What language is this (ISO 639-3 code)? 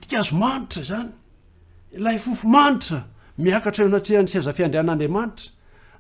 mlg